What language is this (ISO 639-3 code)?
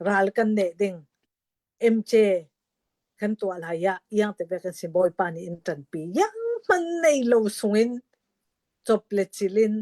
cnh